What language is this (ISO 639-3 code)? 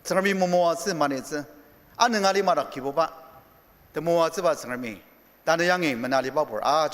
njo